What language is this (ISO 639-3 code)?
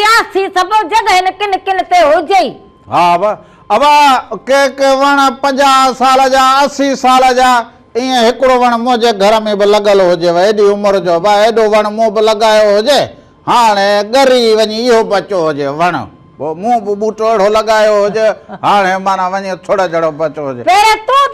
snd